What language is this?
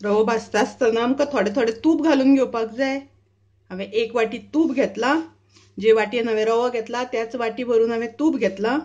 Konkani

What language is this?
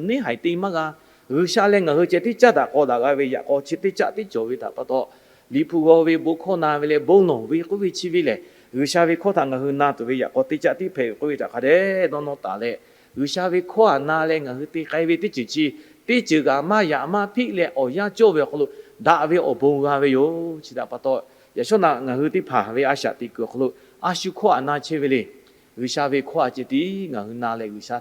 Lahu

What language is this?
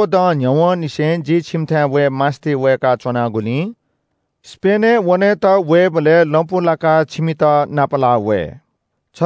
Newari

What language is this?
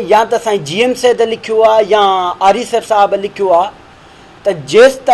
Sindhi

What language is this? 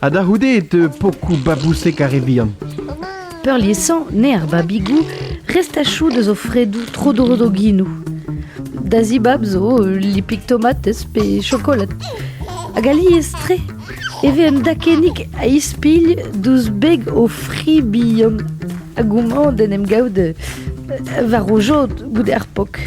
Breton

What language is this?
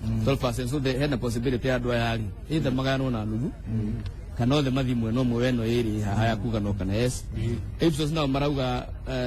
Kikuyu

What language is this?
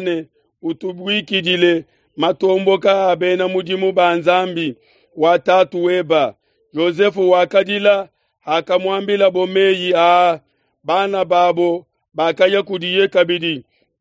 Luba-Lulua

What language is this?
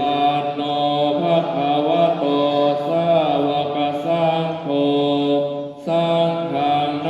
Pali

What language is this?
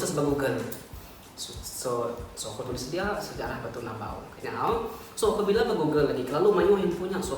Iban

